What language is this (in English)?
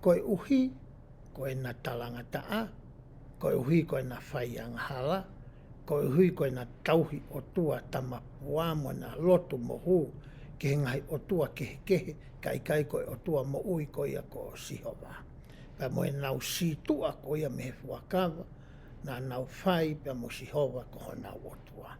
Tongan